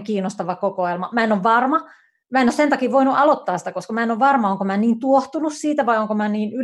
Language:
Finnish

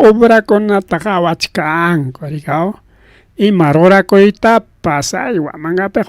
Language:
Ayacucho Quechua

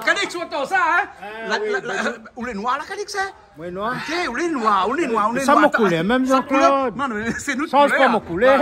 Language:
Réunion Creole French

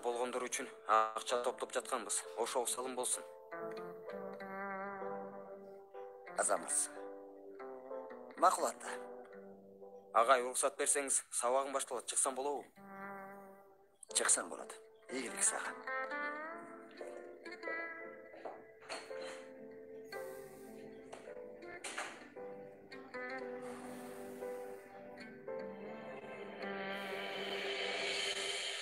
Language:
Kyrgyz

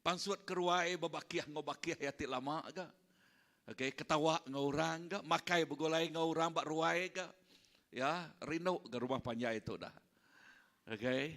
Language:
Iban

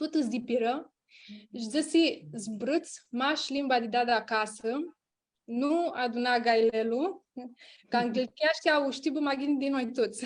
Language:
Aromanian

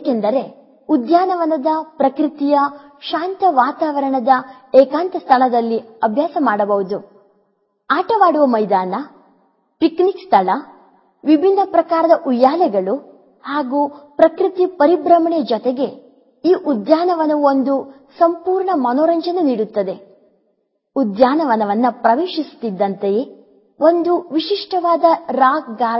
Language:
Kannada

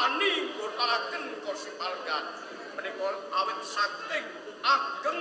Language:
Javanese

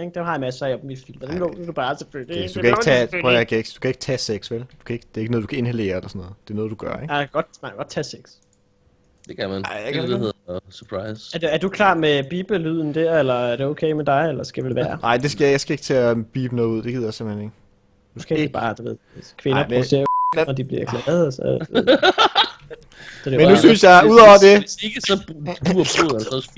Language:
Danish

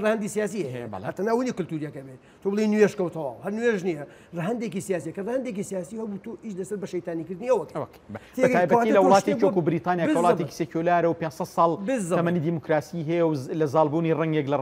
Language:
Central Kurdish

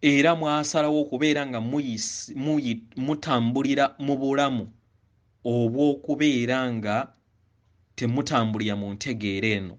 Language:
Ganda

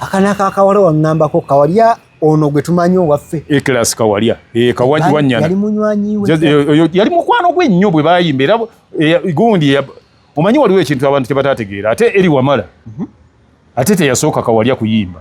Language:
Ganda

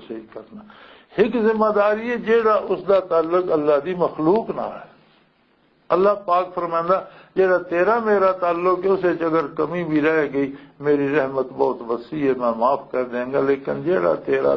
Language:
Western Panjabi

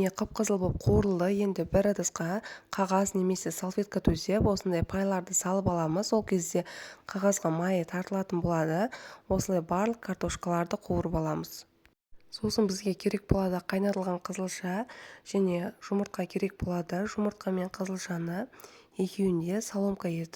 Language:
Kazakh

